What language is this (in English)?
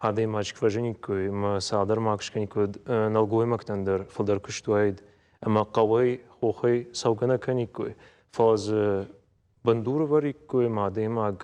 Ossetic